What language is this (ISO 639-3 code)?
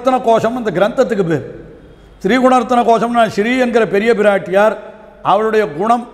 tam